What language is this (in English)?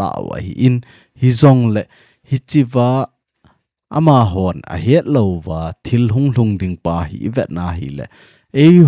Thado Chin